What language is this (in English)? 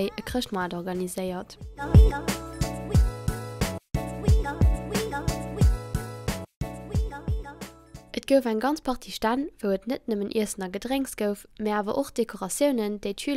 Luxembourgish